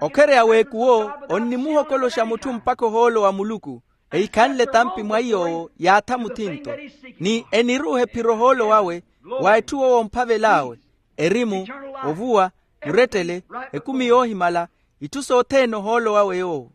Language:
Makhuwa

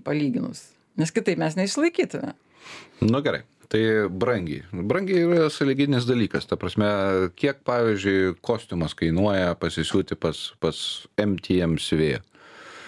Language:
Lithuanian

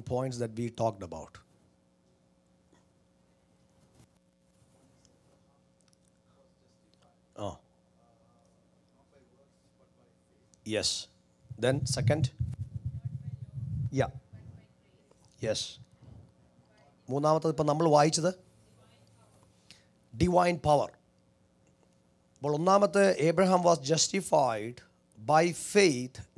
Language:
Malayalam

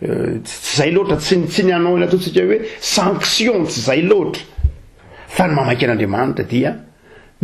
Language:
Malagasy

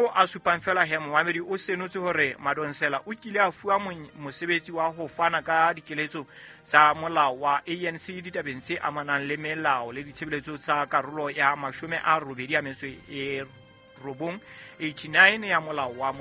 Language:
Southern Sotho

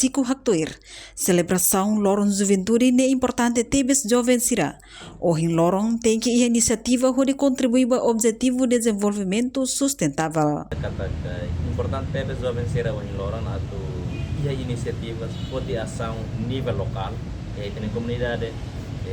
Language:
Tetum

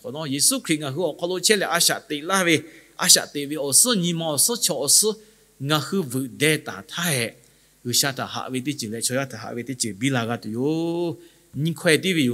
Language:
Lahu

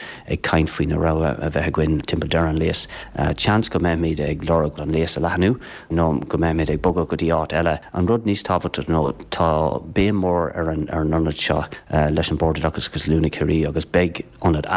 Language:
Irish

